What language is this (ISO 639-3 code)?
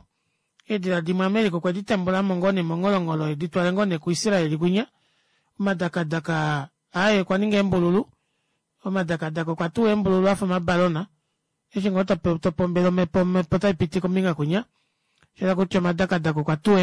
kua